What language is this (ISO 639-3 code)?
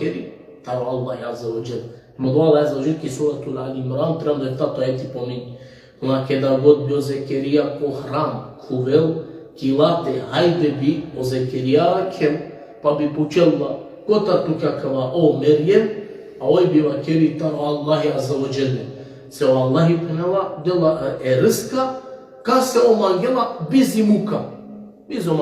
rmn